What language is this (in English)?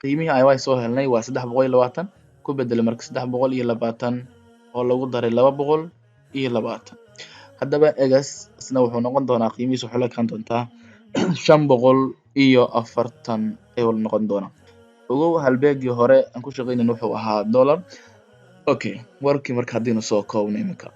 Somali